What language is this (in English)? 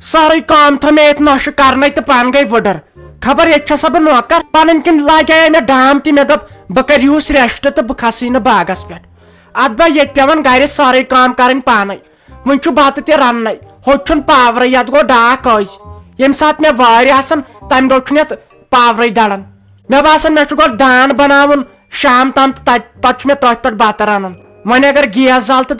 Kashmiri